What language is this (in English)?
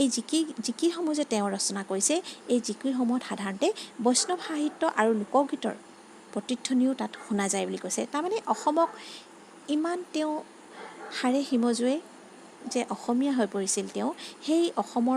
Assamese